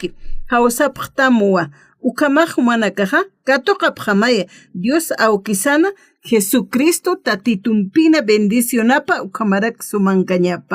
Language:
Aymara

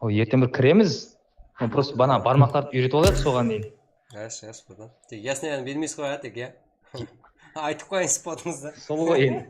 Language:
Kara-Kalpak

